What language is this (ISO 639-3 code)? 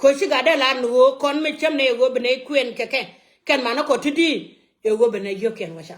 nus